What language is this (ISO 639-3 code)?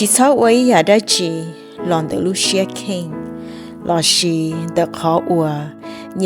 hmn